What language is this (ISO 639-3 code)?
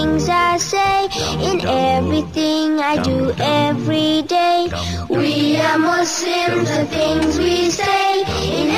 bos